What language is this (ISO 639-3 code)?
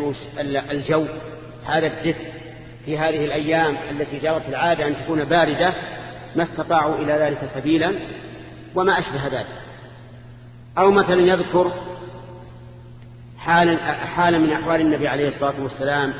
ara